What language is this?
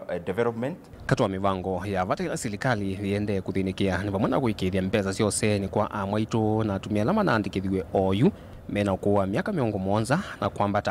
Kamba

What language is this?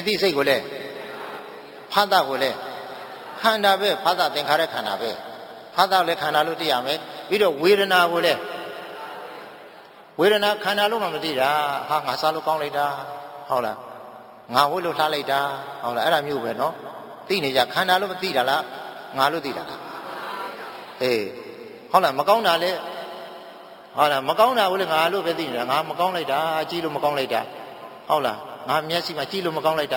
Burmese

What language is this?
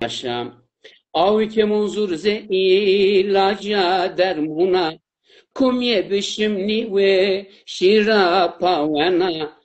Zaza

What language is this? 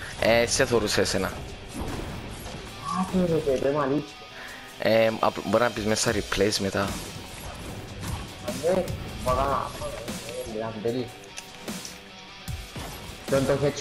Greek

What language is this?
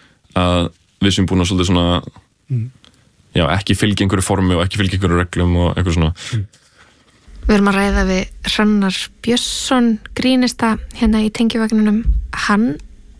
Icelandic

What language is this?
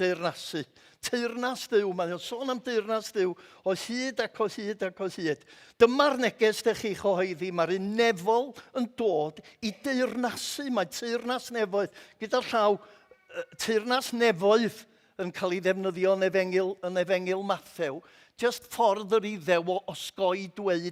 Welsh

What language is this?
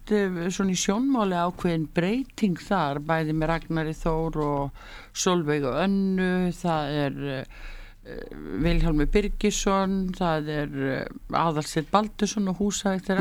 Icelandic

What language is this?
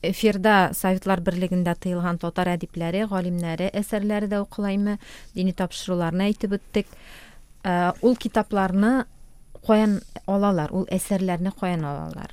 Tatar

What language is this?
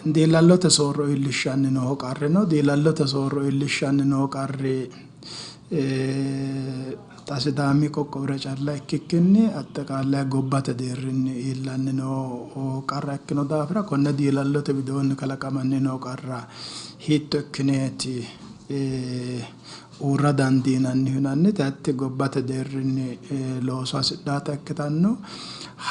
Sidamo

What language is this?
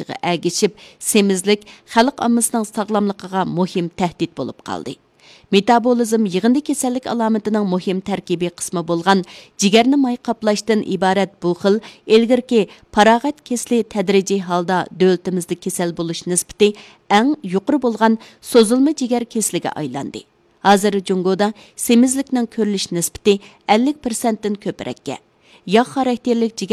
Uyghur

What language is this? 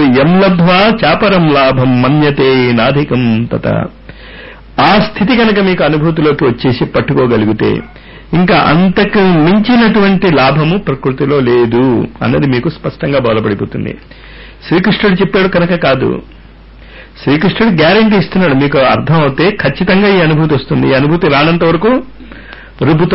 Telugu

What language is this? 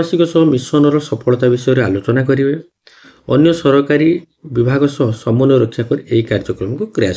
Odia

